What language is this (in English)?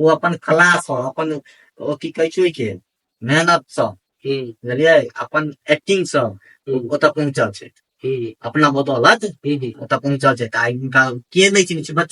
Maithili